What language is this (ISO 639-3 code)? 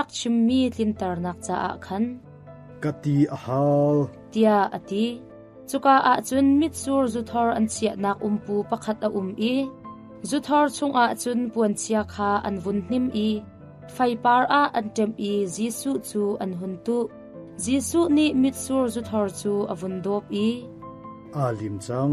cnh